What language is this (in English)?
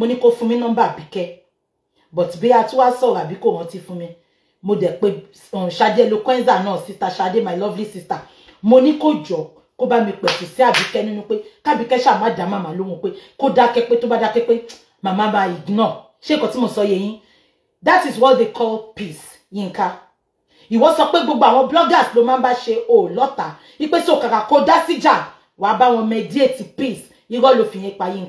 Yoruba